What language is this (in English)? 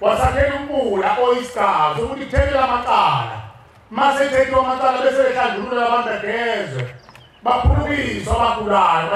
Zulu